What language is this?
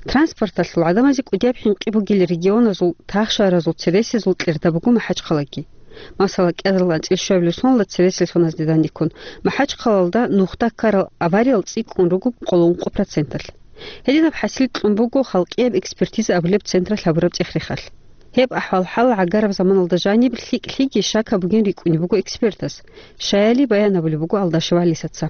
Avaric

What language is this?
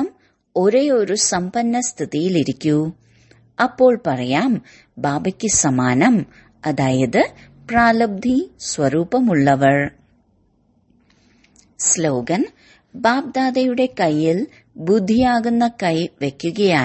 Malayalam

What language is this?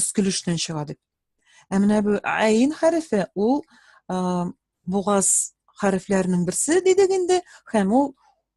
Tatar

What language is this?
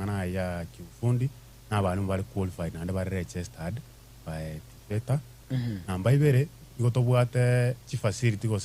Gusii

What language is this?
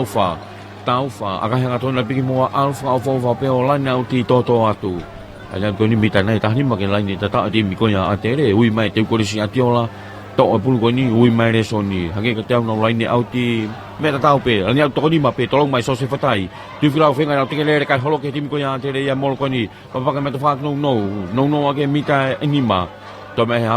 Tongan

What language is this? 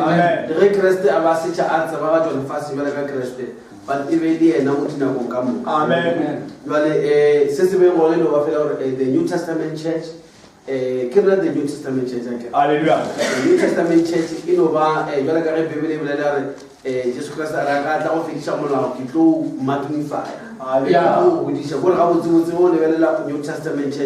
Northern Sotho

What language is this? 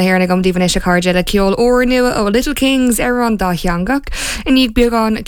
Irish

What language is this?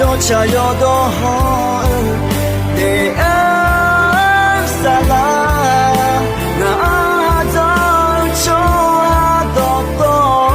Akha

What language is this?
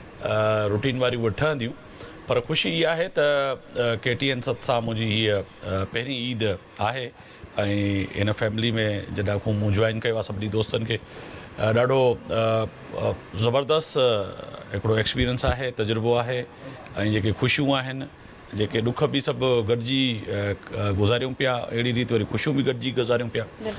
Sindhi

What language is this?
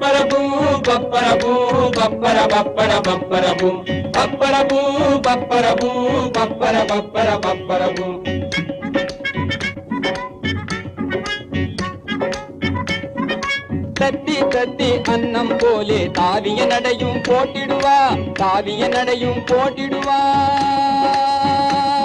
Tamil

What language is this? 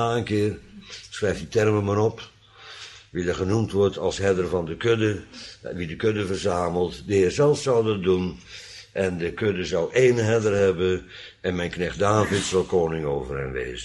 Dutch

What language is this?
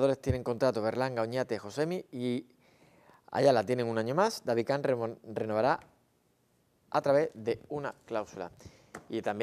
Spanish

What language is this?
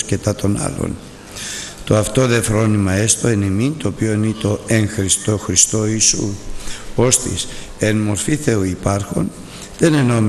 Greek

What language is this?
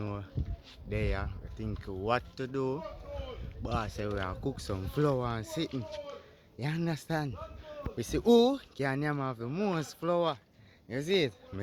Jamaican Creole English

